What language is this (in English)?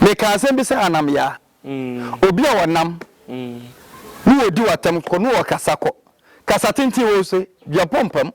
Akan